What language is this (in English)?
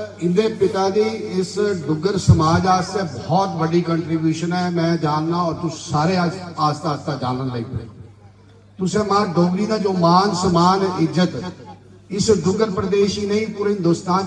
Dogri